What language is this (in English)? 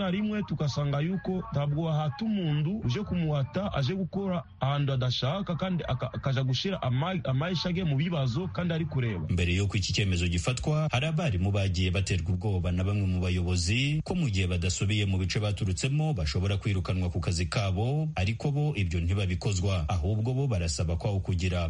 Kinyarwanda